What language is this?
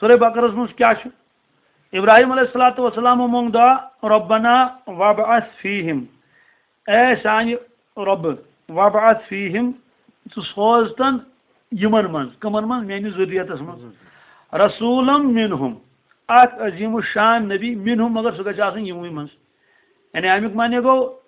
Kashmiri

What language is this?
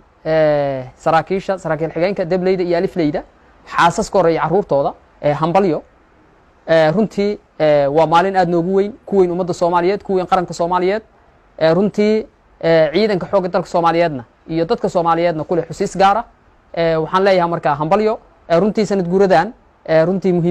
Somali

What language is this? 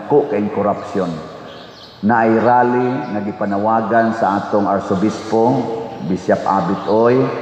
Cebuano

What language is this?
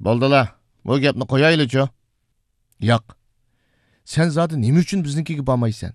Uyghur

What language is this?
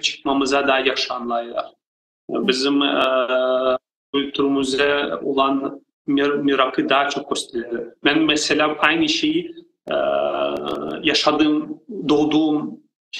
Crimean Tatar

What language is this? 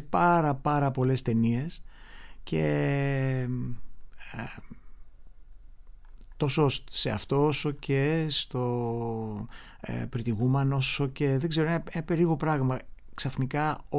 Greek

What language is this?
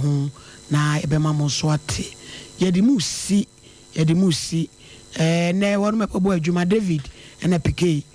Akan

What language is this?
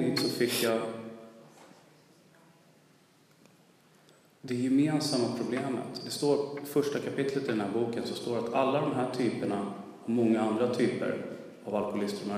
Swedish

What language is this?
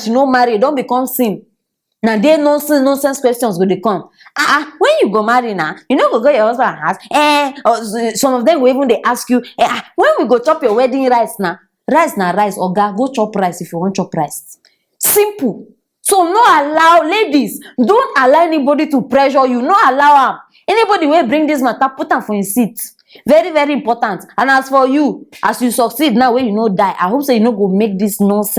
Nigerian Pidgin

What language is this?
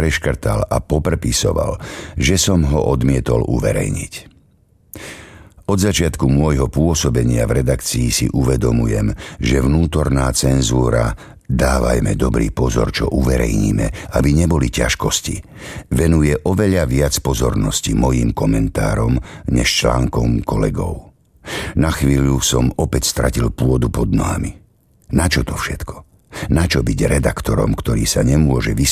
Slovak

